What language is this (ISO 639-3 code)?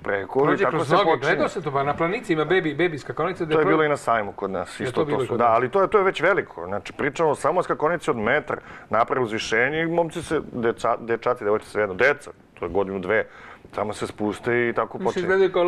srp